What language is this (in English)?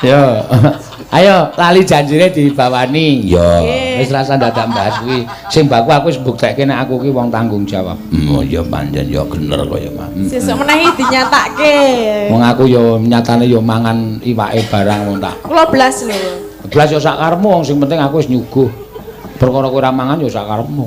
Javanese